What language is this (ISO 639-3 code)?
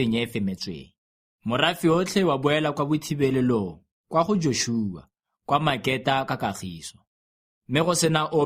tsn